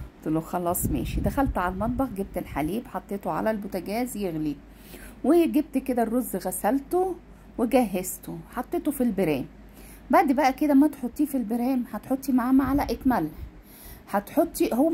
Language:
Egyptian Arabic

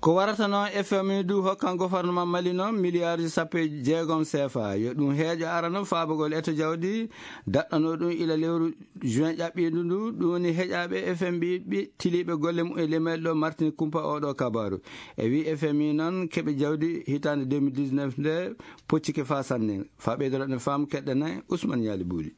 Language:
Fula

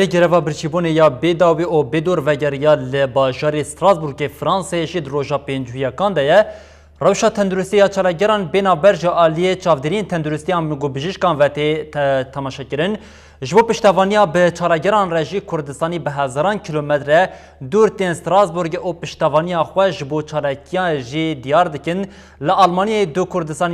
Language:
Kurdish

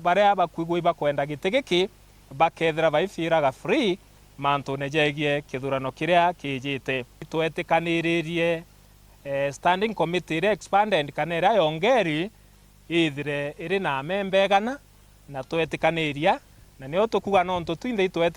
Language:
Meru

